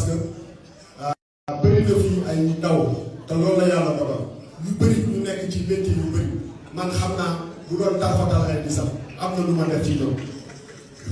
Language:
Wolof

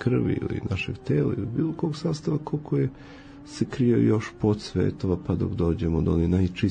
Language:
Serbian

